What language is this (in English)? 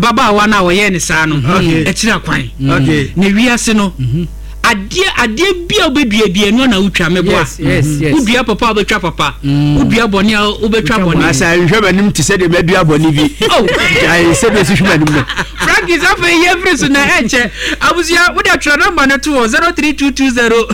Akan